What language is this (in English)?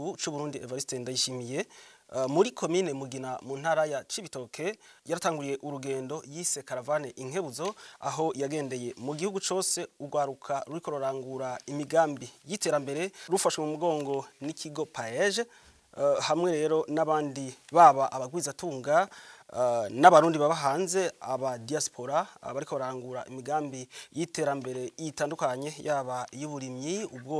Rundi